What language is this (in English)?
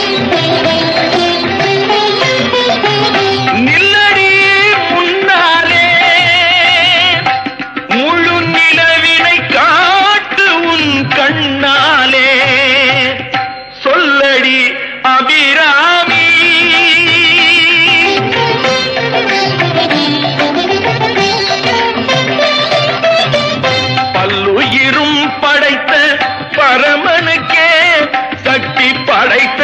Tamil